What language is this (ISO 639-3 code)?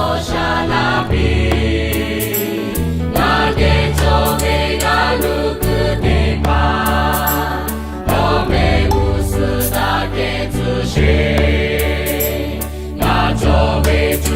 lhu